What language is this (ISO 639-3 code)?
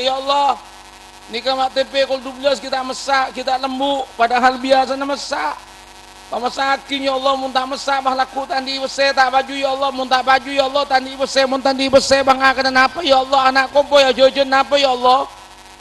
mad